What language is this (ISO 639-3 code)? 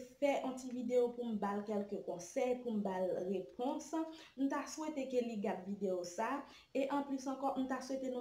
hat